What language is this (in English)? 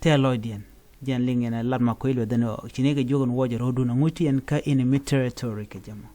Nuer